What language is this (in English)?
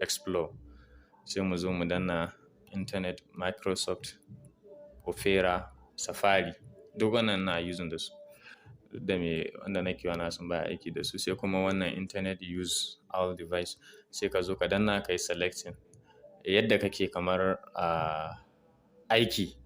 Hausa